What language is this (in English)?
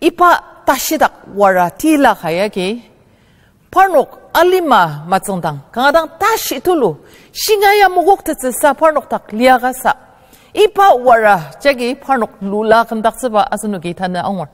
Ao Naga